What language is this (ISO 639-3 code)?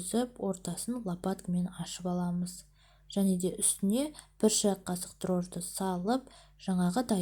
kaz